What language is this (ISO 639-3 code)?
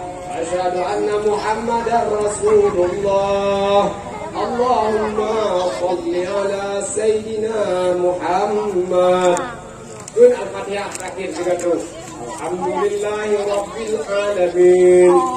ace